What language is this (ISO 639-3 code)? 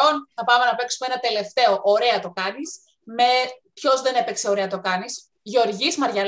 ell